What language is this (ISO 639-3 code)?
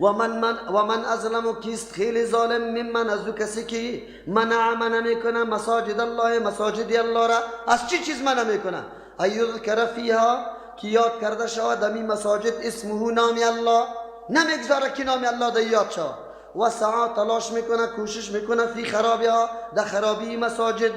fas